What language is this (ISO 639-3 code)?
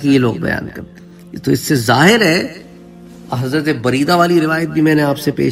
urd